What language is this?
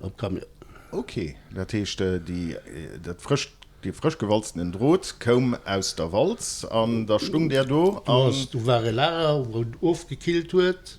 Luxembourgish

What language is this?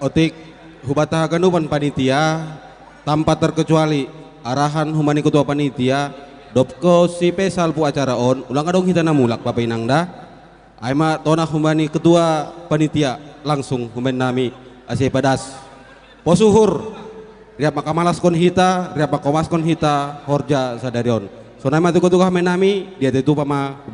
Batak Simalungun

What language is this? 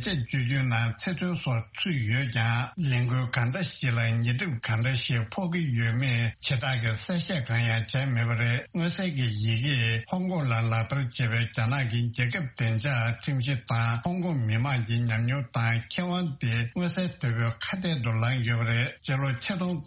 Tibetan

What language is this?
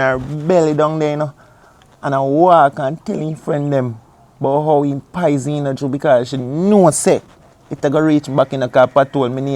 Jamaican Creole English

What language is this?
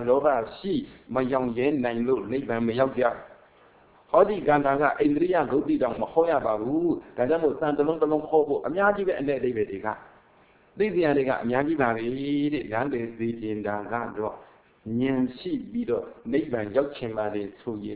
Burmese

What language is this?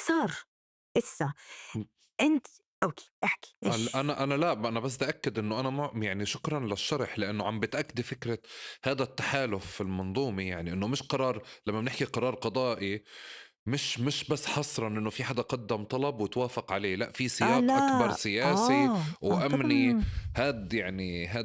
North Levantine Arabic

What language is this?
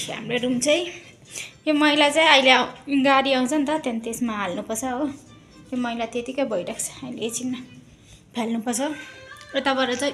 Nepali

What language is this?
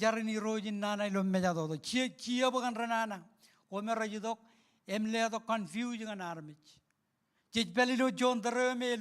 Marshallese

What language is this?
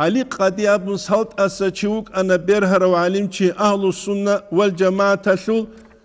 Avaric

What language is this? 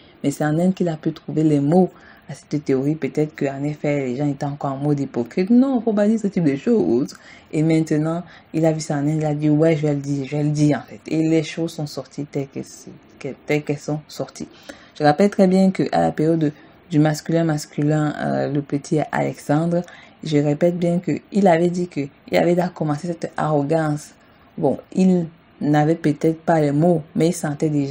French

